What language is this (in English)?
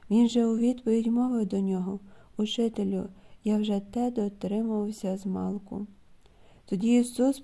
Ukrainian